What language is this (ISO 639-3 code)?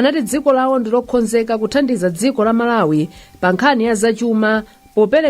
nya